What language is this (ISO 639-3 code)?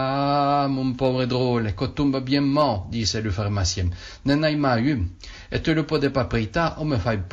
oci